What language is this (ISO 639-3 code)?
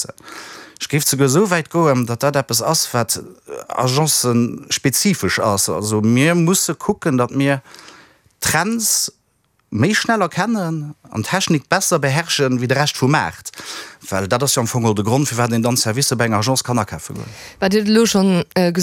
ltz